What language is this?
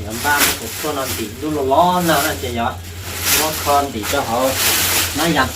Hmong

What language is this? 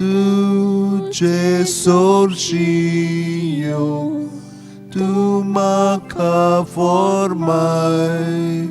Konkani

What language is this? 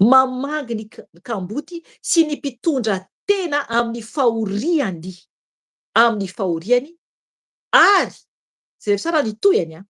Malagasy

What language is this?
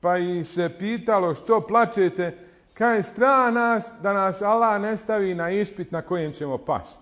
Bosnian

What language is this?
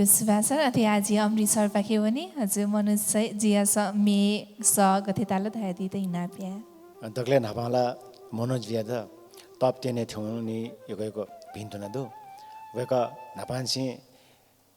Newari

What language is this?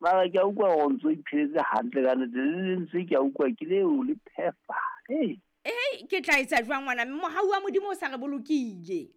Southern Sotho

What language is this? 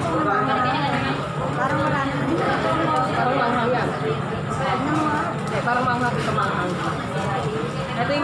Filipino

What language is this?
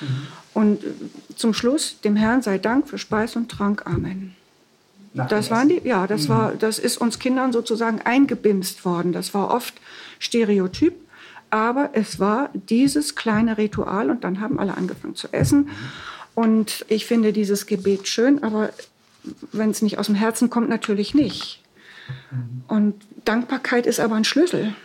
German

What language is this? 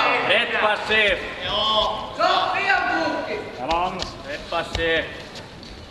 Finnish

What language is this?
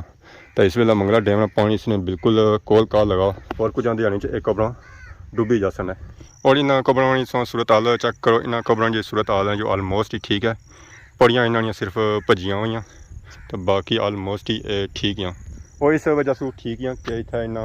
Pahari-Potwari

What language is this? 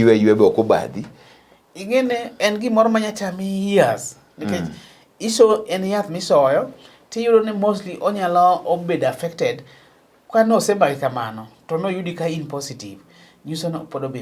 Luo (Kenya and Tanzania)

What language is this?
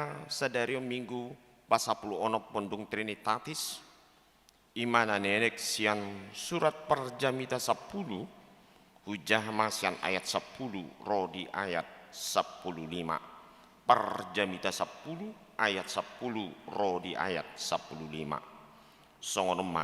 Batak Toba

